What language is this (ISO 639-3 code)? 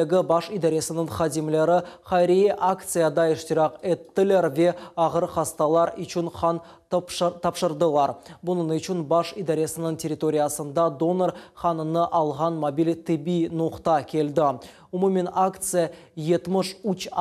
crh